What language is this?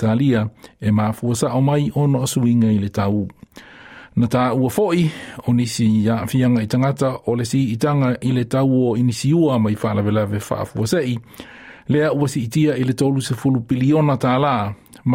Samoan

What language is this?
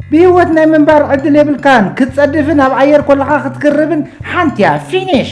Tigrinya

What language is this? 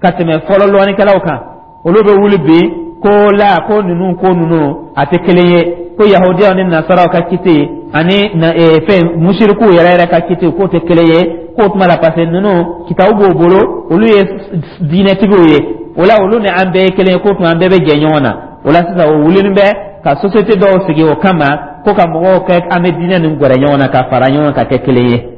Dyula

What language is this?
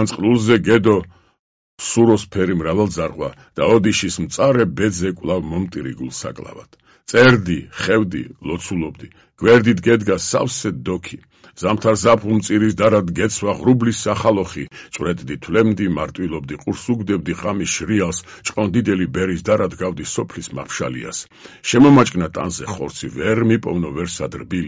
Georgian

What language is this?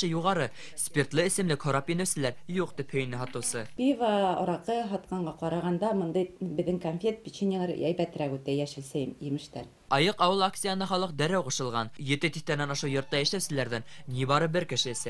Bashkir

